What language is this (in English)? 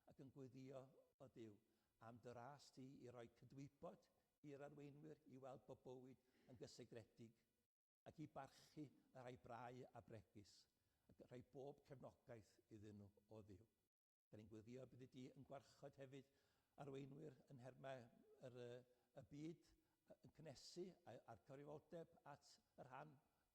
Welsh